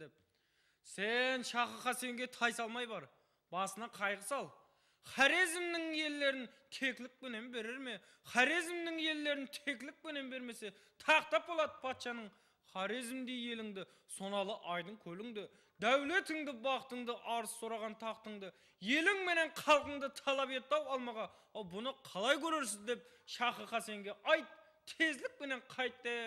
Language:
Kara-Kalpak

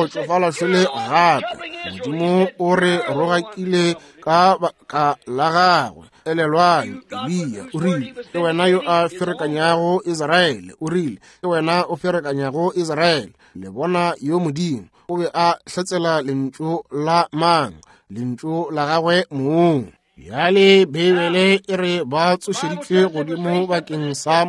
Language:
Northern Sotho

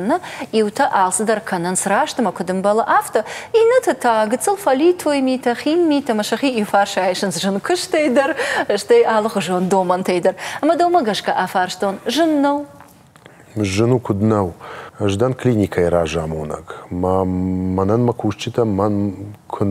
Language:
Ossetic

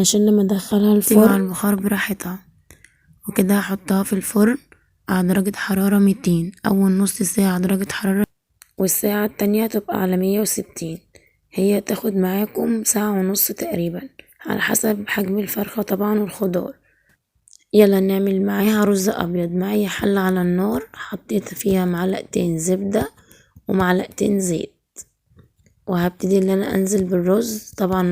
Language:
Egyptian Arabic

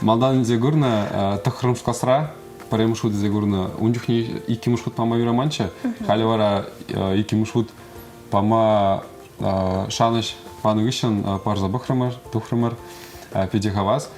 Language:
Chuvash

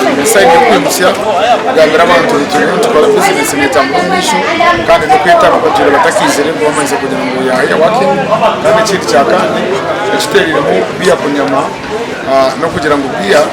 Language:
Nyankole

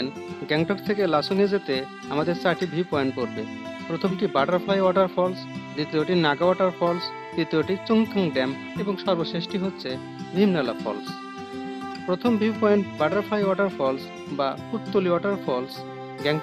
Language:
Bangla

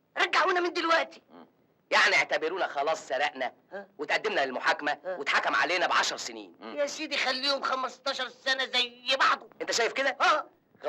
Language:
Egyptian Arabic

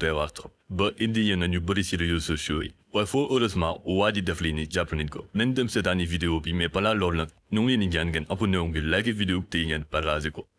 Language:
Wolof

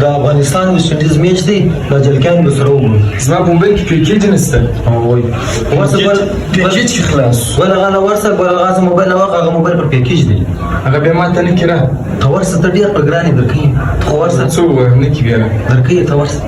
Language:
Pashto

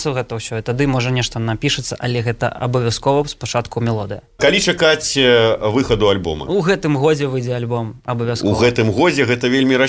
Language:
Belarusian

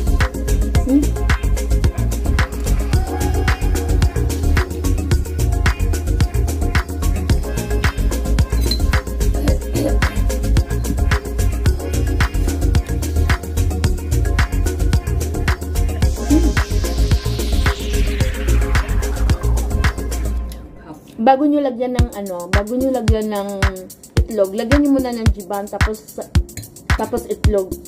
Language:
Filipino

